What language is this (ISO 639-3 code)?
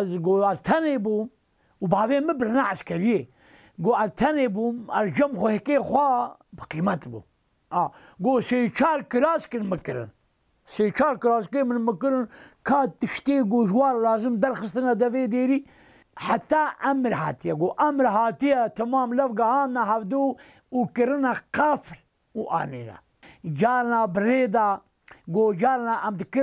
kur